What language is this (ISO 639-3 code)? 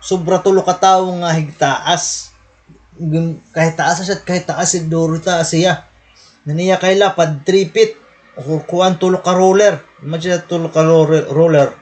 war